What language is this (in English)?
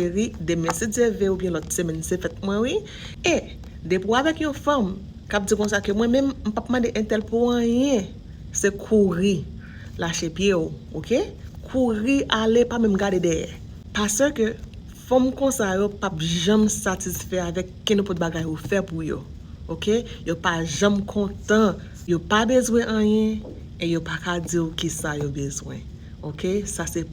Haitian Creole